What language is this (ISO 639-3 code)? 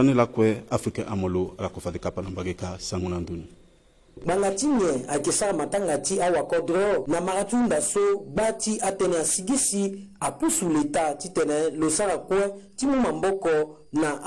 sag